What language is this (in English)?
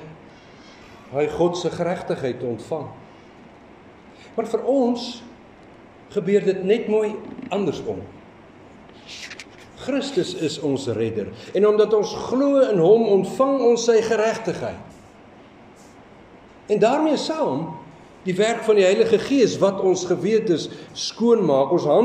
Afrikaans